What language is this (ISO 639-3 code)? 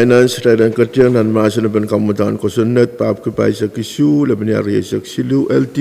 pon